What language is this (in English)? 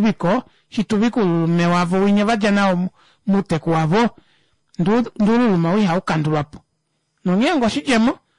Kuanyama